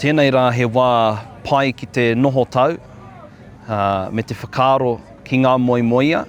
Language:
Māori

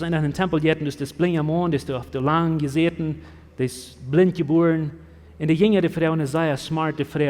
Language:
Plautdietsch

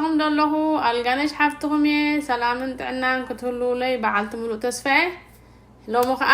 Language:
Tigrinya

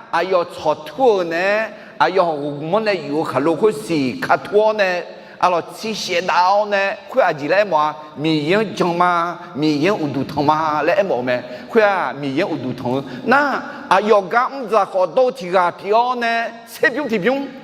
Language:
Akha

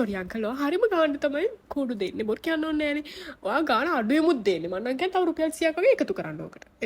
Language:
Sinhala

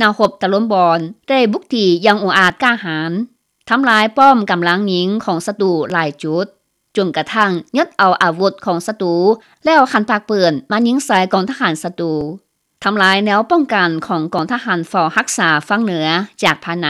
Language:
Lao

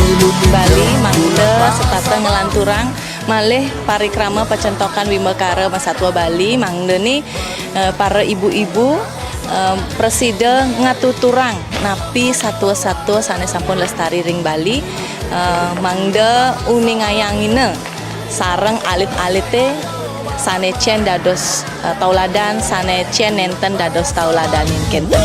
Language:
Balinese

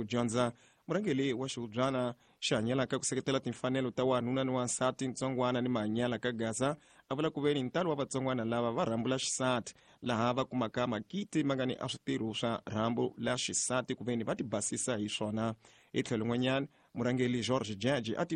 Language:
Tsonga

